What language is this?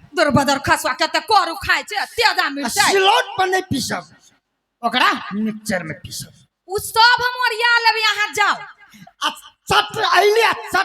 Maithili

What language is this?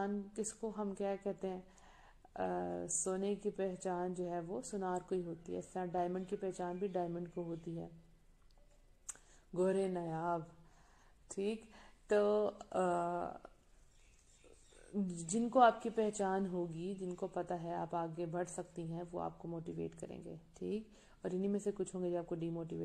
Urdu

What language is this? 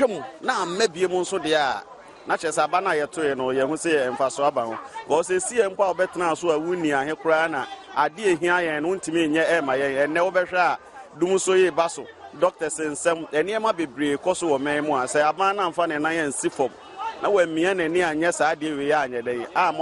Akan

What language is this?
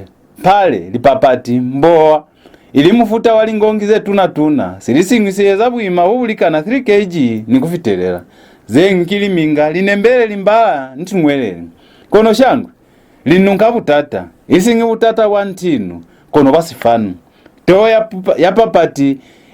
Lozi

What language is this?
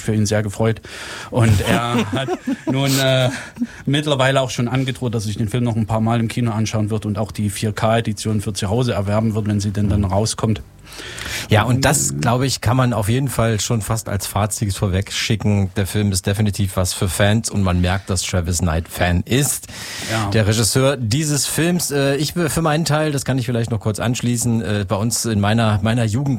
German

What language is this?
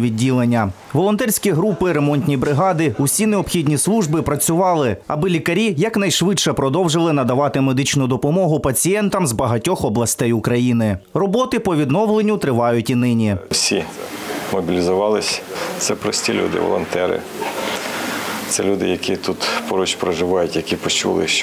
Ukrainian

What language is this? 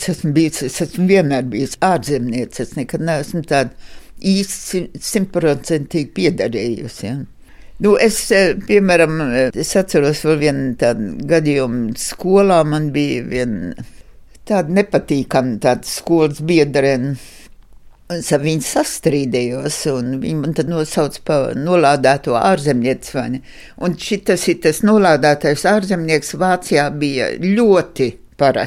Latvian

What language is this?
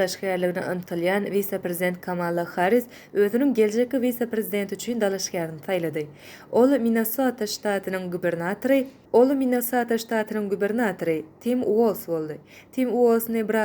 Turkmen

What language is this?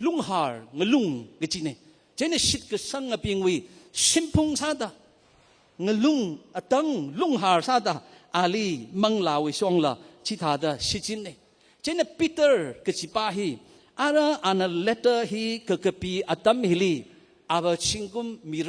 Tangkhul Naga (India)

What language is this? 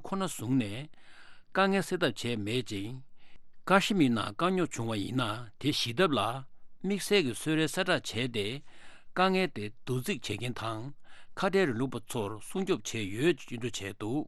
Tibetan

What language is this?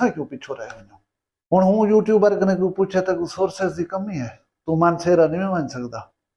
Saraiki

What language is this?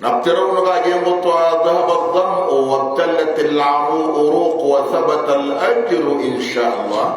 Maranao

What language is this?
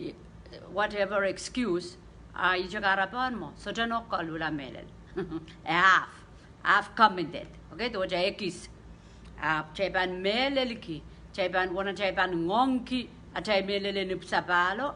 Pohnpeian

